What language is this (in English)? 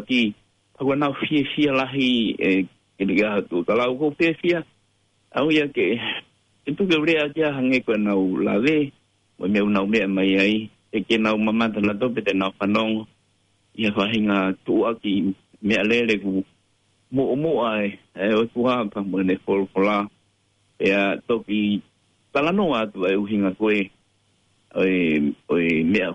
Tongan